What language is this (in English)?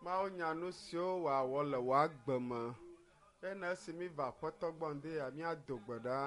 Ewe